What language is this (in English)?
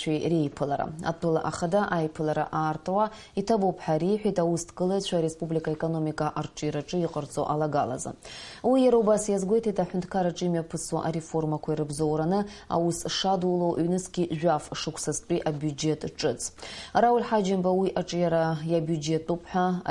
Abkhazian